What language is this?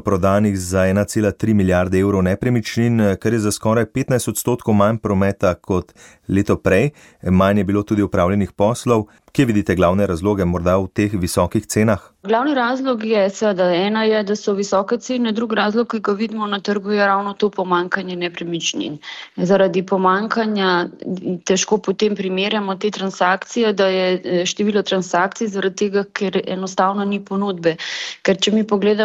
Slovenian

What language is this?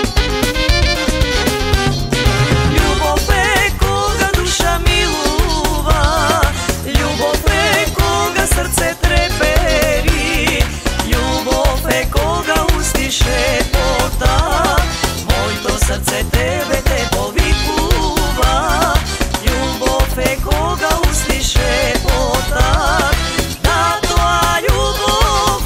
Macedonian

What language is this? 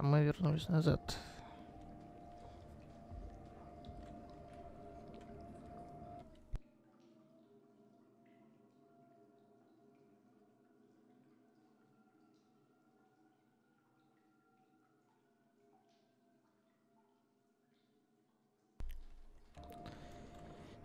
Russian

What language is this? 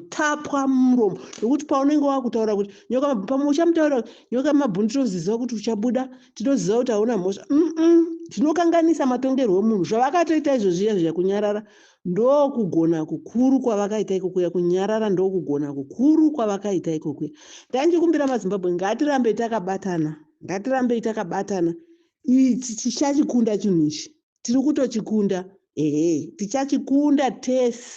Shona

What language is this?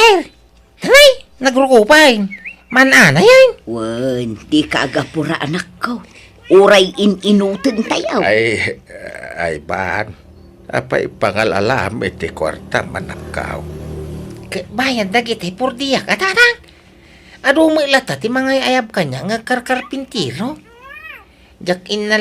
Iloko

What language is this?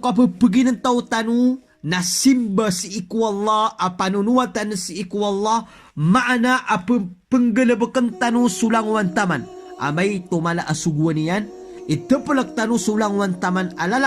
Maranao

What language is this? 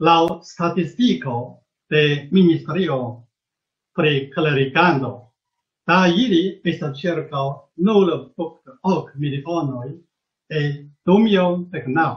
Esperanto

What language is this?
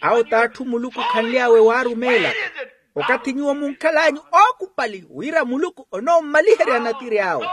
Makhuwa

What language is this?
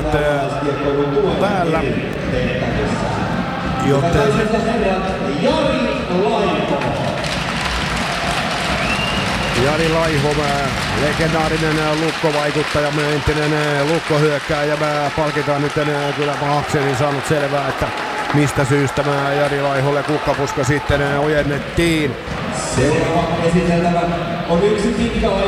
Finnish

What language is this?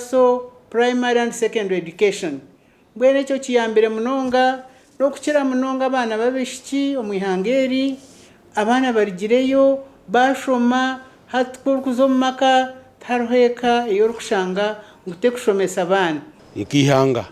Nyankole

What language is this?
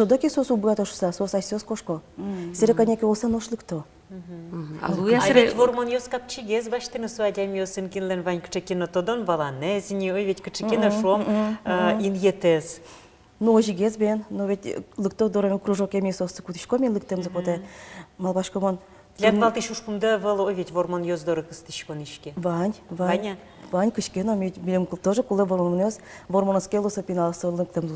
Udmurt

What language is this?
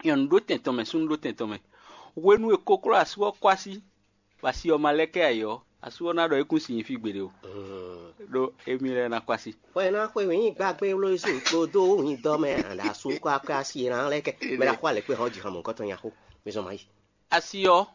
Fon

